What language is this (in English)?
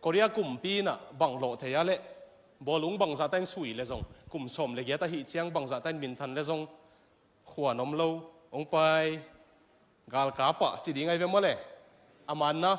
Tedim Chin